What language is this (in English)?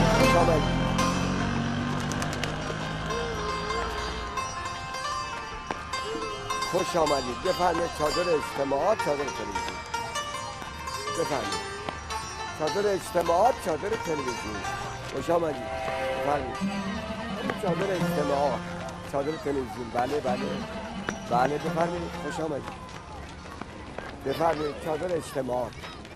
Persian